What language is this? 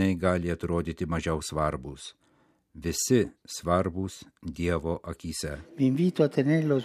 Lithuanian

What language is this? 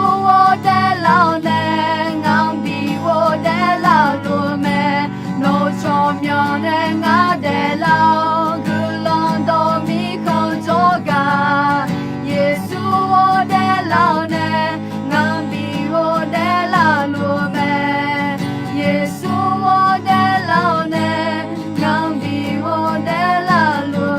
Akha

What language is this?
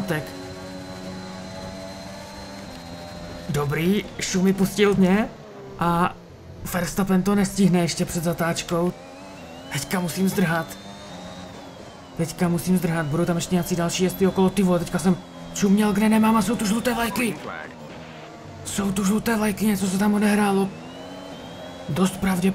Czech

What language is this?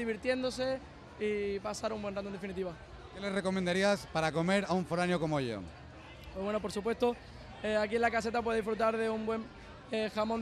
Spanish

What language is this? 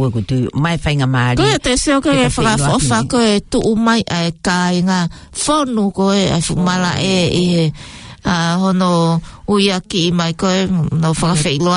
Tongan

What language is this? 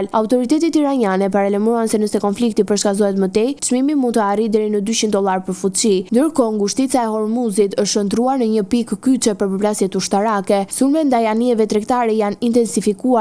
Albanian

